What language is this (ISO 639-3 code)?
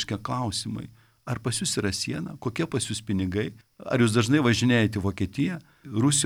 lit